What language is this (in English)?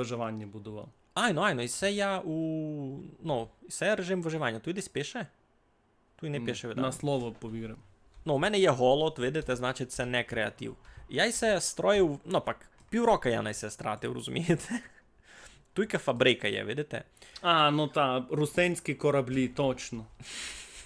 Rusyn